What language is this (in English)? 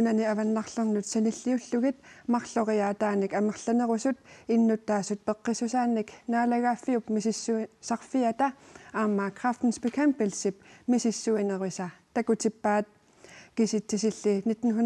Kalaallisut